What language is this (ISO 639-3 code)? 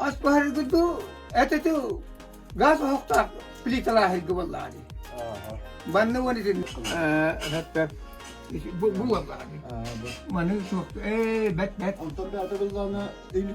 sah